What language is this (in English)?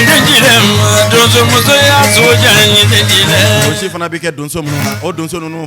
Bambara